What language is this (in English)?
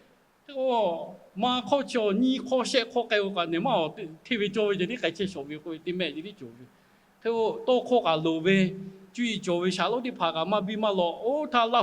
Lahu